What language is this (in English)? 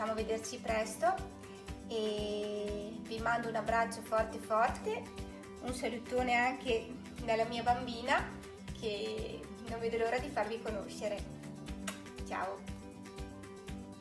Italian